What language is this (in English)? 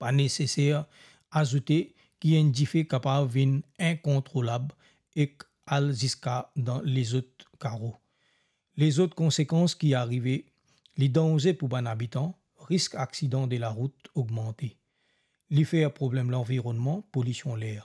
Morisyen